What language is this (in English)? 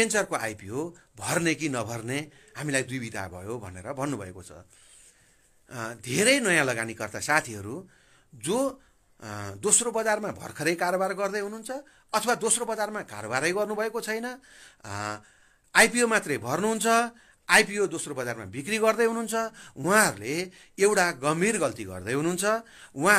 Nepali